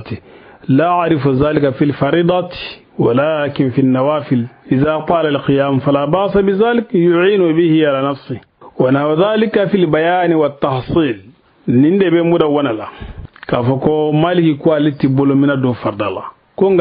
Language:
Bambara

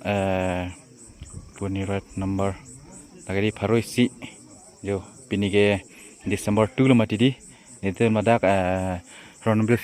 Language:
Karbi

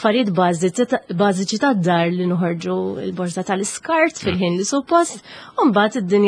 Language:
Maltese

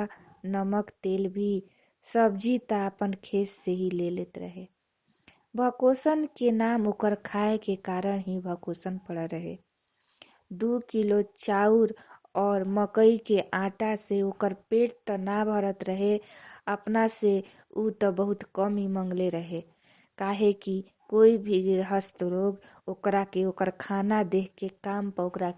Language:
Bhojpuri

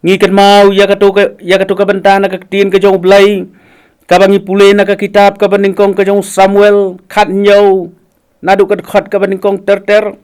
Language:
Khasi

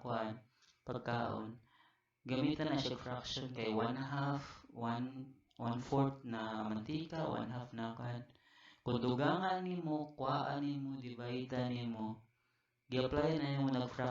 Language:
Cebuano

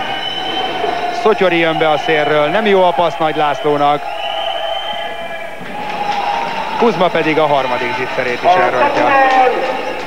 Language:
Hungarian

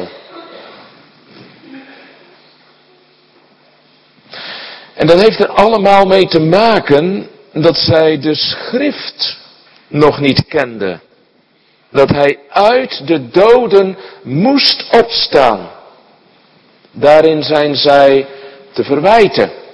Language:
Dutch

